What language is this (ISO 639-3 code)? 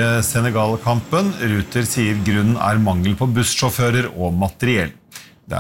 nor